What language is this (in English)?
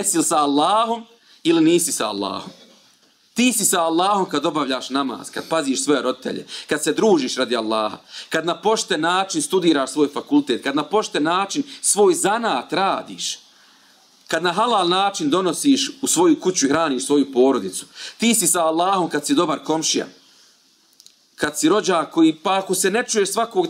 Bosnian